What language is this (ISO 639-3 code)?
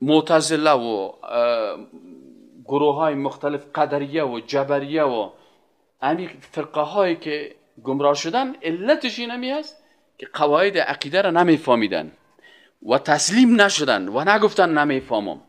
fas